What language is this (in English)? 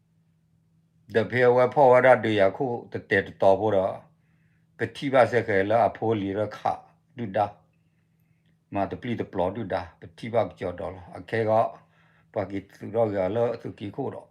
S'gaw Karen